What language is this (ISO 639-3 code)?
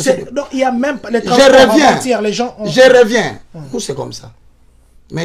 fra